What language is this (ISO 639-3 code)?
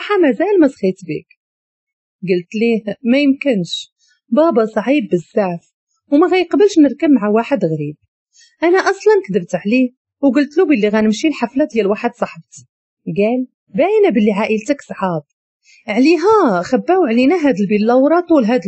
ary